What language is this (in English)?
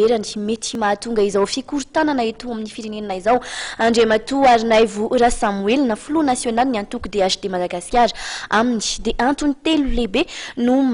Malagasy